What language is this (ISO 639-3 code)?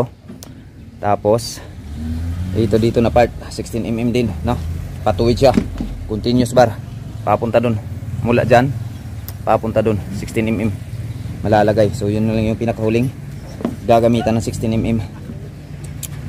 fil